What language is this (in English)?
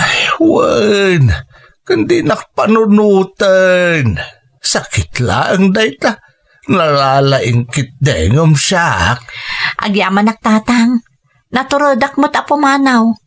Iloko